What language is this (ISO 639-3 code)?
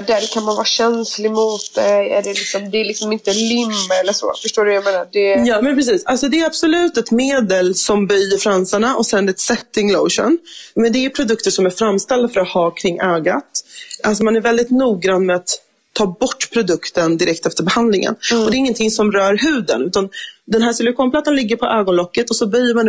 swe